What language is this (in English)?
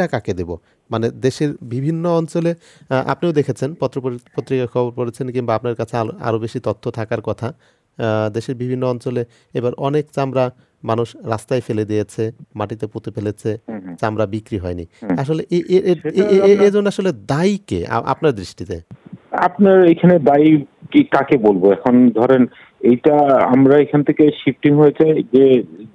Bangla